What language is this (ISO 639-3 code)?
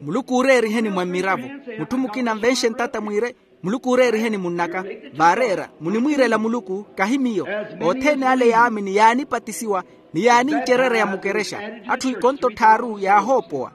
vmw